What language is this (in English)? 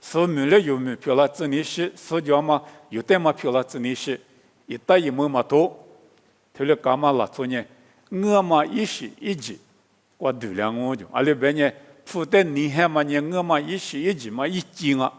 Lisu